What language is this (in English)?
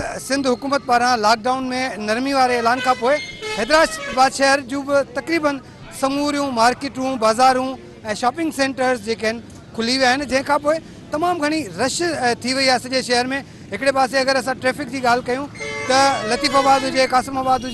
Sindhi